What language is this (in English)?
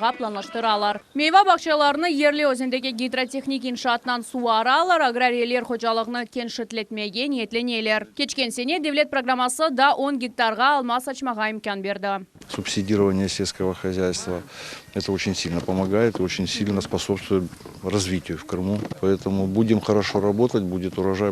Crimean Tatar